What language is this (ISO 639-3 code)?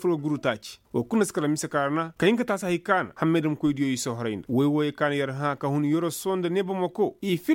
ses